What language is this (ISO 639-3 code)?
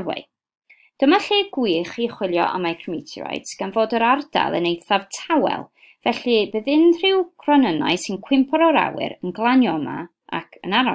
cym